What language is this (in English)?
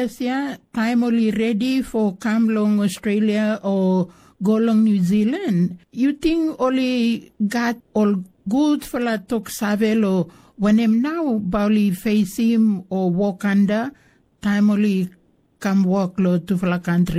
Tok Pisin